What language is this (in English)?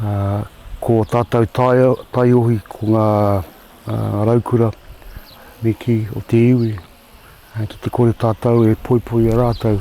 Māori